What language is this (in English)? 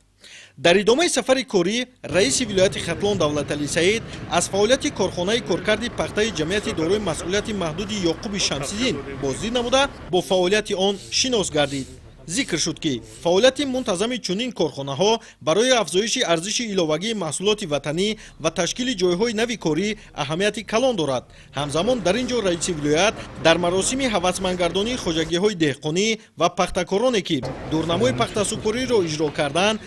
Tajik